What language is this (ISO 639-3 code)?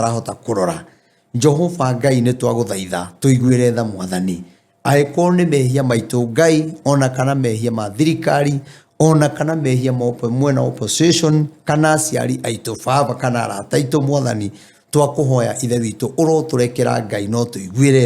kik